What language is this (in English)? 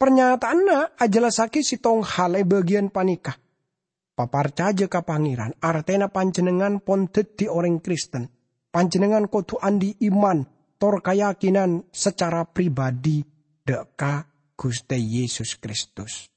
Madurese